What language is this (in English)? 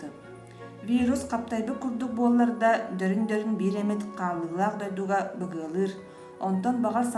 Yakut